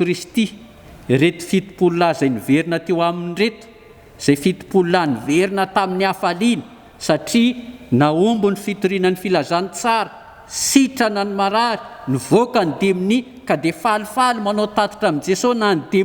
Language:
Malagasy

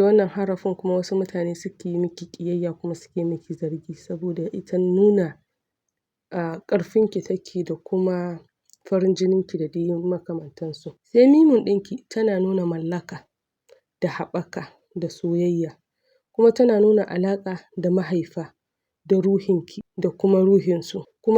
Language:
Hausa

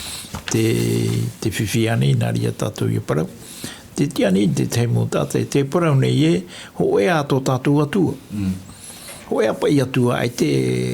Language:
Tahitian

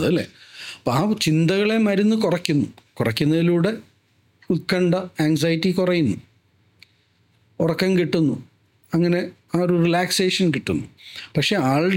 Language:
Malayalam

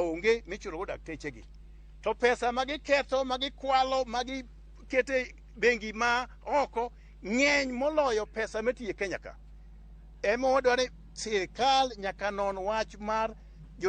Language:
Luo (Kenya and Tanzania)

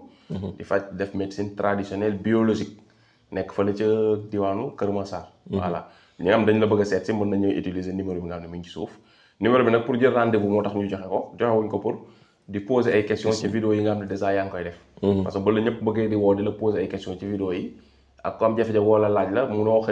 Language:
Wolof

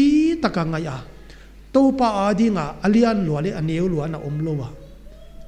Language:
Paite Chin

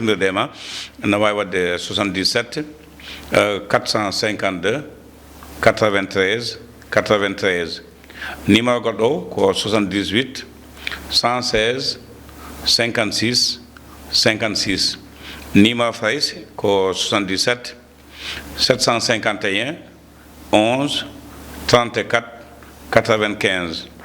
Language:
Fula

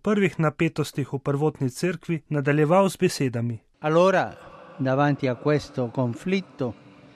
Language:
Slovenian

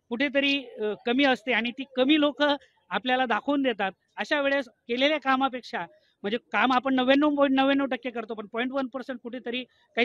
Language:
Marathi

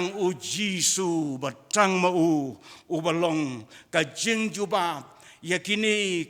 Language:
Khasi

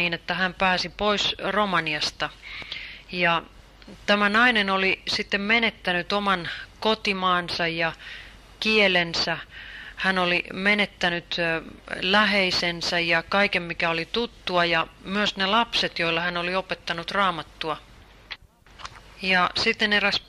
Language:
Finnish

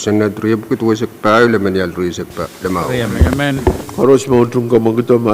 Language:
Pohnpeian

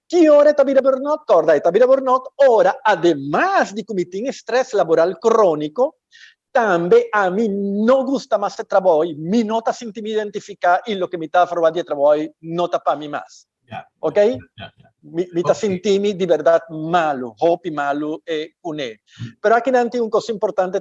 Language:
Papiamento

